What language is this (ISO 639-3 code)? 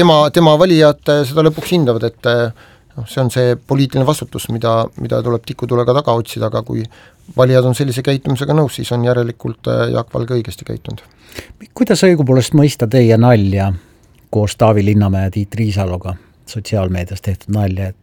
est